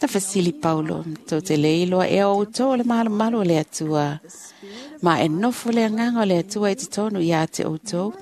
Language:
Samoan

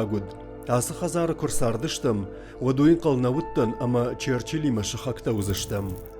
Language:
Ossetic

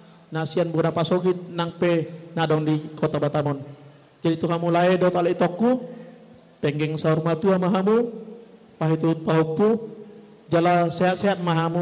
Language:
Batak Toba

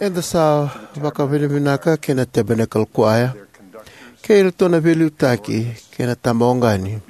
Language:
Fijian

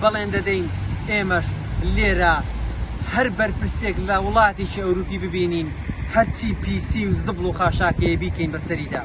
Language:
Central Kurdish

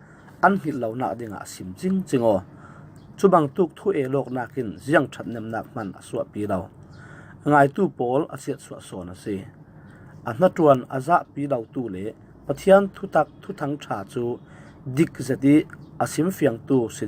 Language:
Falam Chin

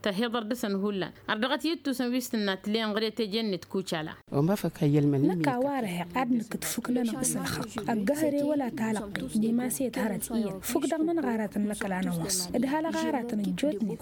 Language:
Tamasheq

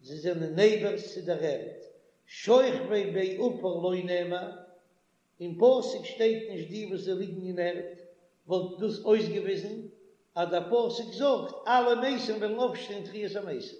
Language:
Yiddish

